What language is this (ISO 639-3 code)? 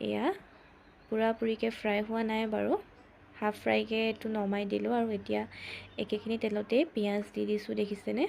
asm